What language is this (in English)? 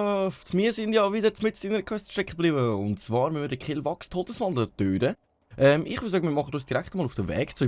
Swiss German